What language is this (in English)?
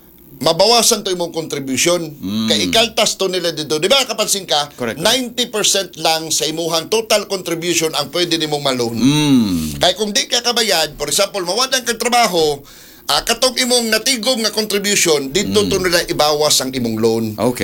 Cebuano